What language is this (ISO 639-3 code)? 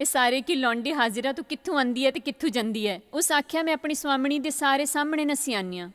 doi